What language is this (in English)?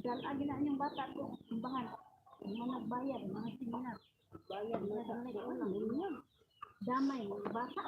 Cebuano